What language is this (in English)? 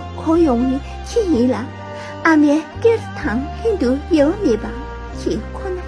Tibetan